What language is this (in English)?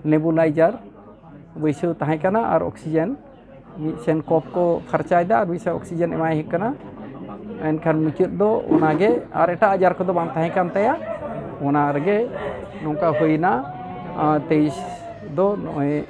Santali